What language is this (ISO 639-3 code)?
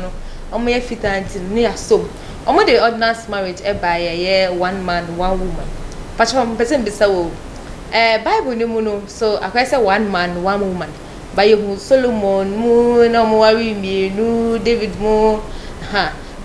aka